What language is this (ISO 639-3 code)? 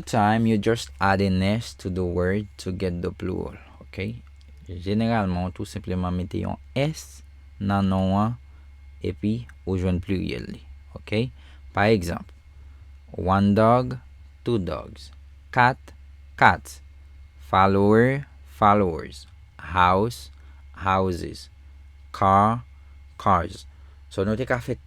hat